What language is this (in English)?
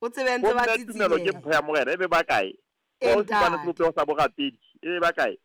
Southern Sotho